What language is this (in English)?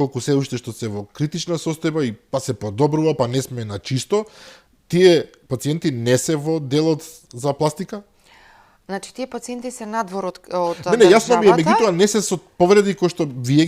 Macedonian